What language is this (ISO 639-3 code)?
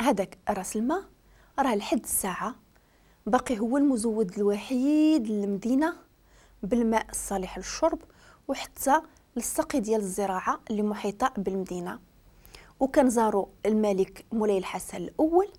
ary